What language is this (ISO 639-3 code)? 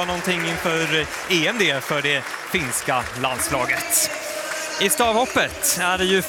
swe